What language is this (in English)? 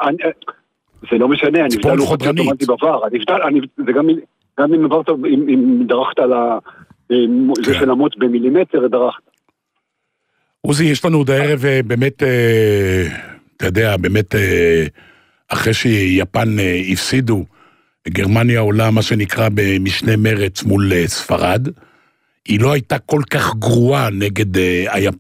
Hebrew